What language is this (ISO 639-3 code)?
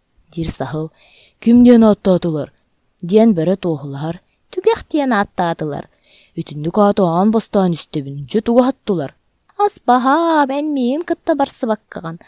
sah